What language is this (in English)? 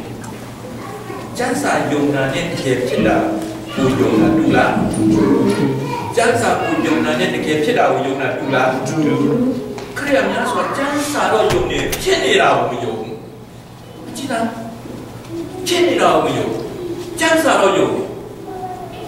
Burmese